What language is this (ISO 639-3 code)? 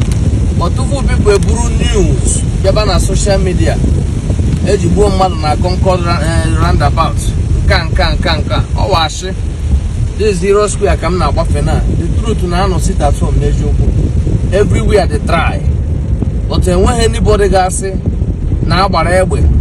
ibo